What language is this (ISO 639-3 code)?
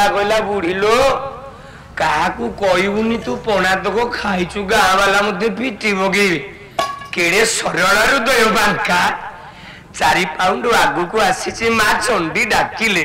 ori